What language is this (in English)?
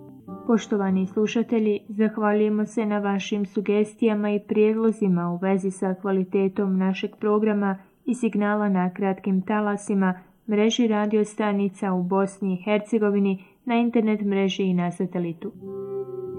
Bosnian